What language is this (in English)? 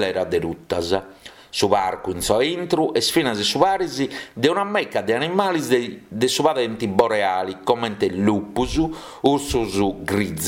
Sardinian